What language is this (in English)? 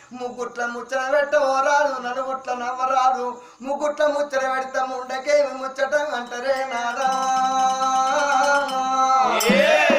Telugu